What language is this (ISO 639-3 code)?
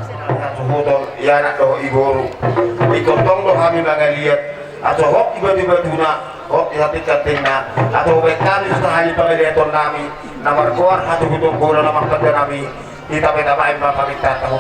bbc